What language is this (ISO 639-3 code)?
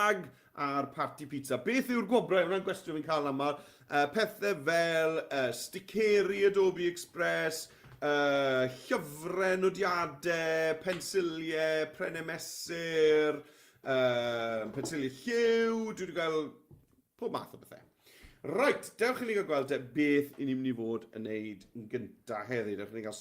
cym